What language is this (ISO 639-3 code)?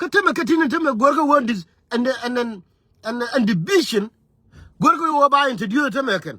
nus